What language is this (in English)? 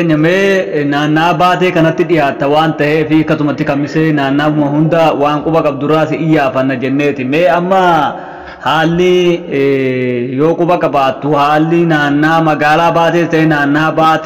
Oromo